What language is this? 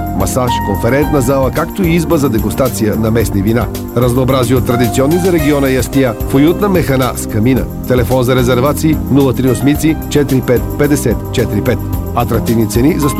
Bulgarian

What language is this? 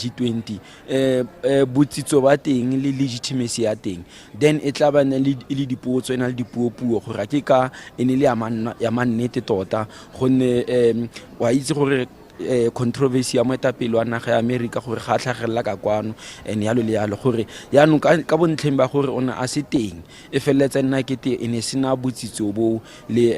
Tswana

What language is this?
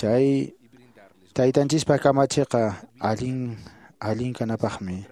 Quechua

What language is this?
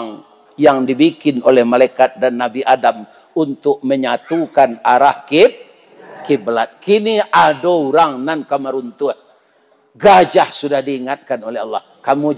Minangkabau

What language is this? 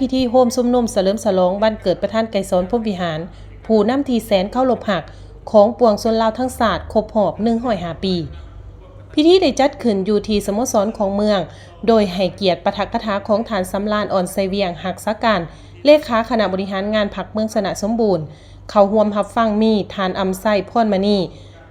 Lao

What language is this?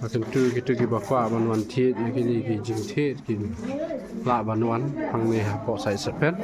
Khasi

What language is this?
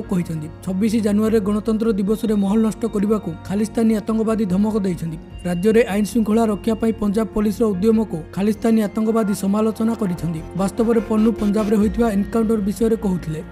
Odia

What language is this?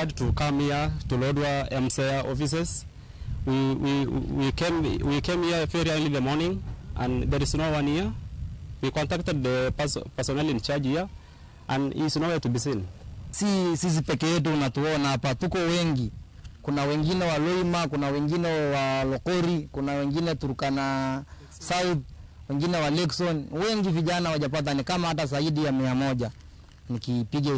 Luo (Kenya and Tanzania)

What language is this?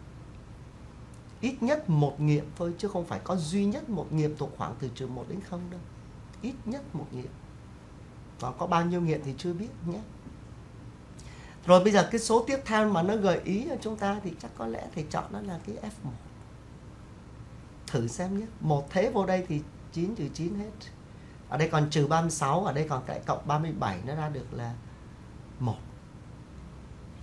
Vietnamese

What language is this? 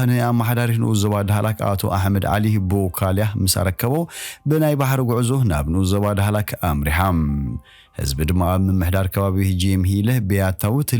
Tigrinya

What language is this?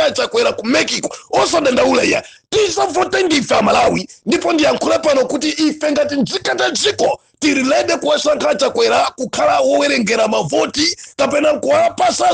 Nyanja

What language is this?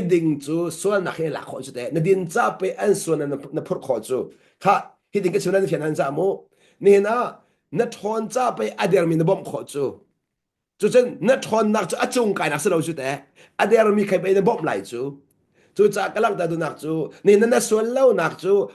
Hakha Chin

